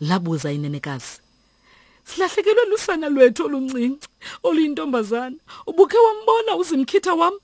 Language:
Xhosa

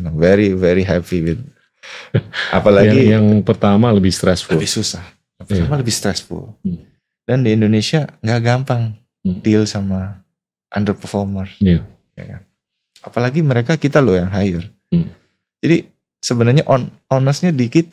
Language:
Indonesian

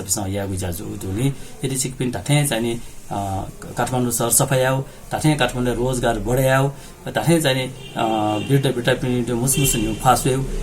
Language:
Newari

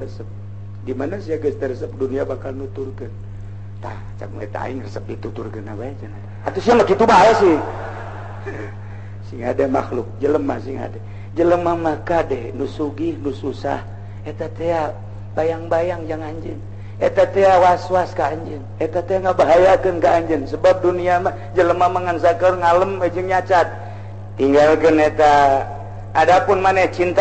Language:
Sundanese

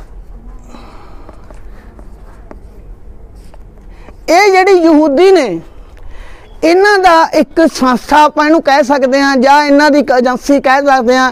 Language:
Punjabi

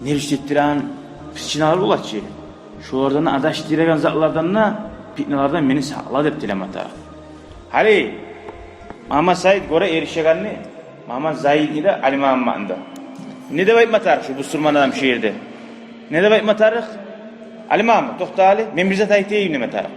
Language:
Kumyk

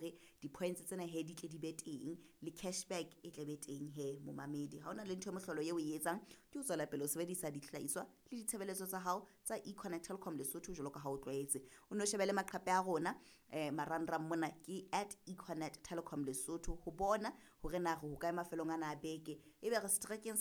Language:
Southern Sotho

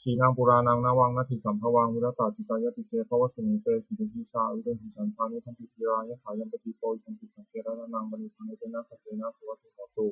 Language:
Pali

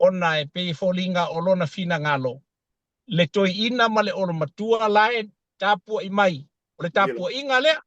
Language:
Samoan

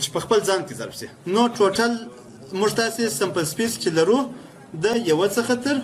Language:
Pashto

